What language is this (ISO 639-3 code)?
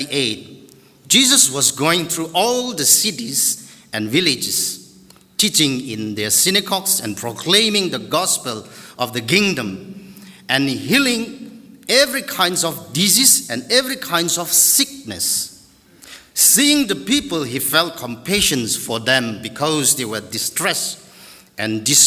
nmf